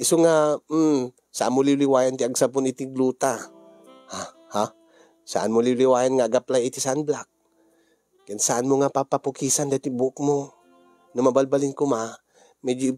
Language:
Iloko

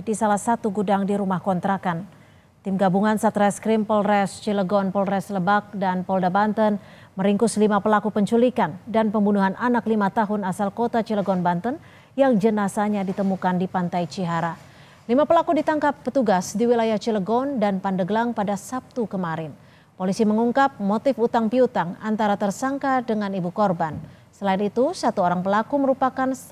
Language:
Indonesian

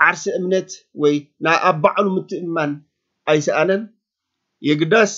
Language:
Tigrinya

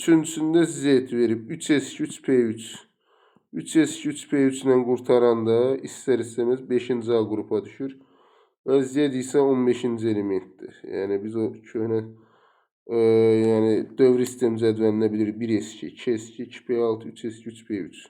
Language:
Azerbaijani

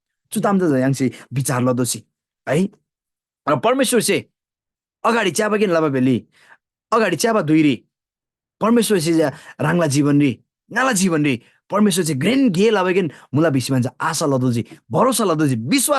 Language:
Eastern Tamang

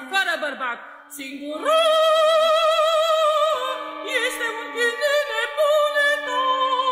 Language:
Romanian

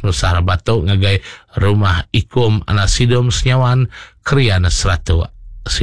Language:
Iban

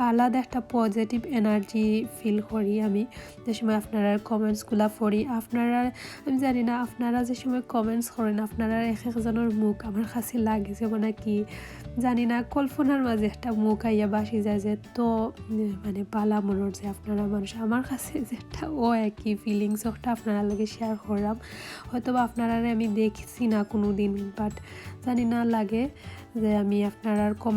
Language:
Sylheti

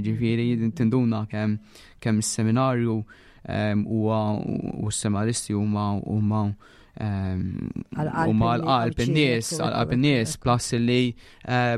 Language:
Maltese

